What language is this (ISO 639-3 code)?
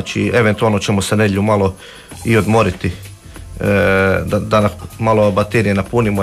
hrv